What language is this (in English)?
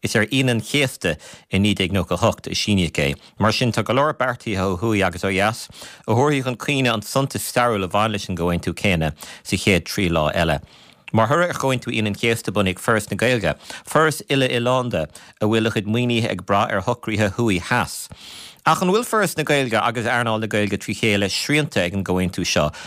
Irish